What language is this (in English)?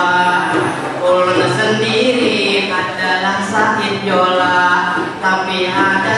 Banjar